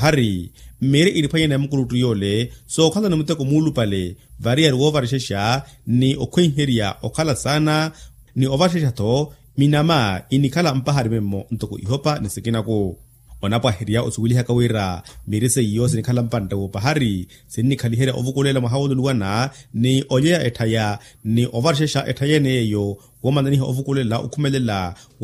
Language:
Makhuwa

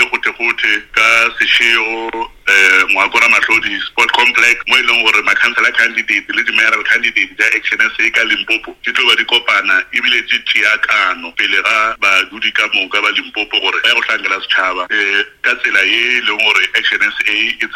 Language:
Northern Sotho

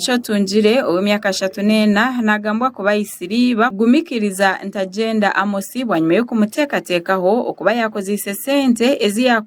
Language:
Nyankole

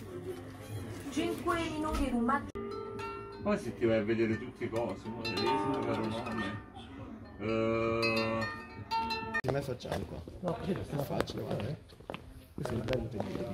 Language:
Italian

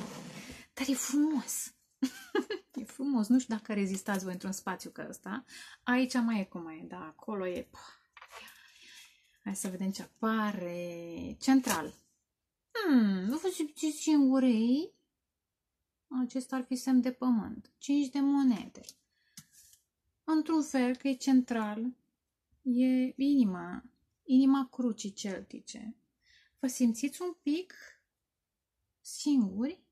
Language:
Romanian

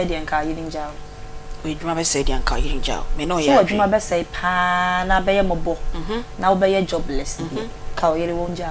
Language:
Akan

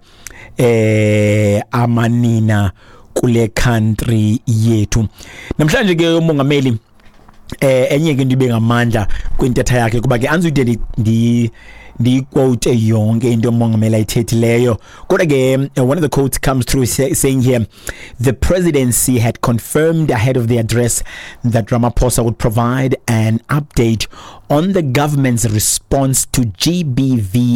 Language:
Xhosa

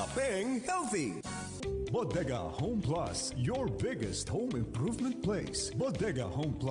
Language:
Bikol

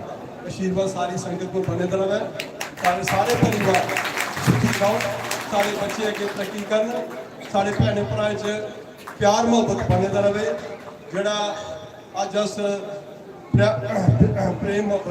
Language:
Dogri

